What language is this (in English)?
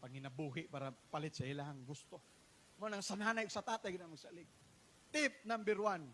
Cebuano